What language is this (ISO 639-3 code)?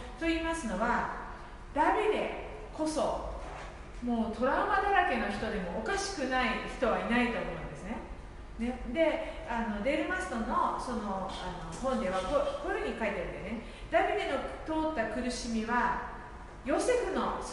jpn